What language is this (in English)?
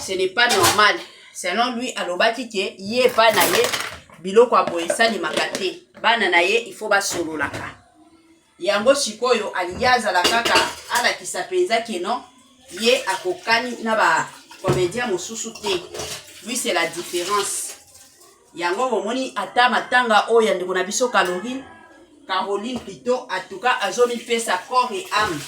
Lingala